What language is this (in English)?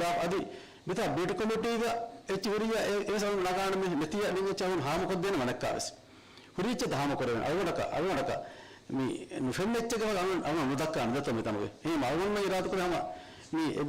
Divehi